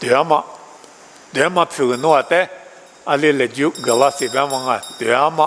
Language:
Lisu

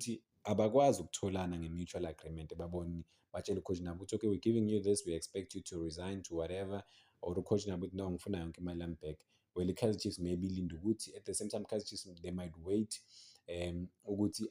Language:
Zulu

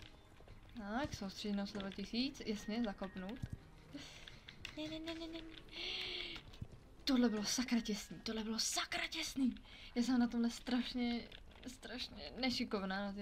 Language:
Czech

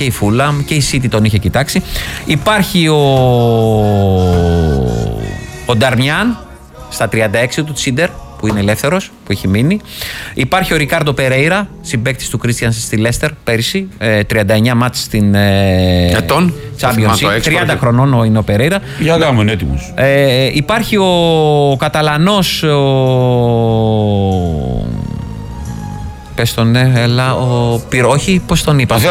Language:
Greek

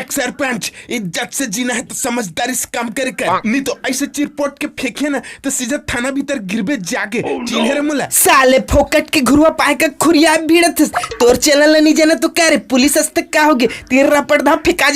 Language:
Chhattisgarhi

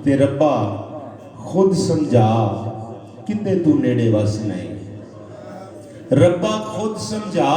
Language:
Saraiki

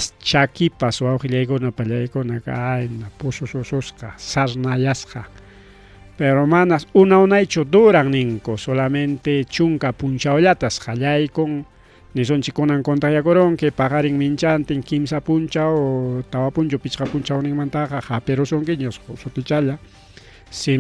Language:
Ayacucho Quechua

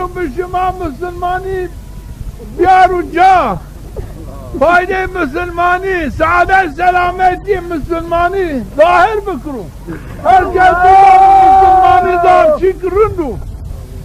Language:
Zaza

